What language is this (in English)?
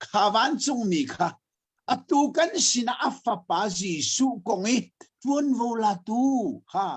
Hakha Chin